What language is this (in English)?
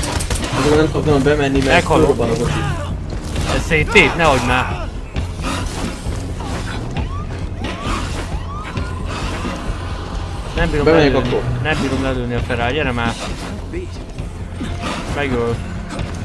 Hungarian